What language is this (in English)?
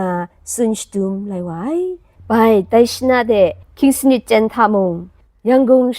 Kachin